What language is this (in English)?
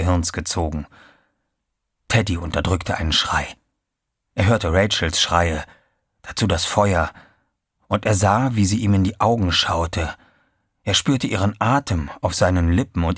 German